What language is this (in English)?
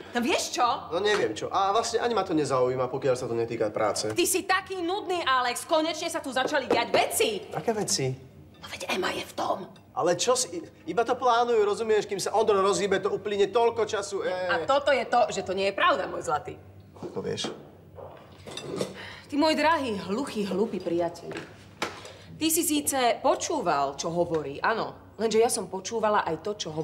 Slovak